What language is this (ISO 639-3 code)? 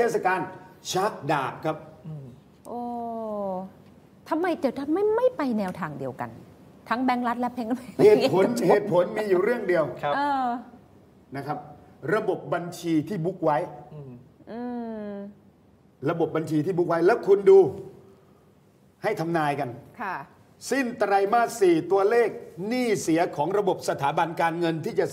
tha